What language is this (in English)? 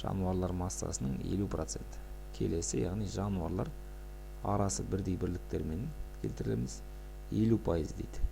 Kazakh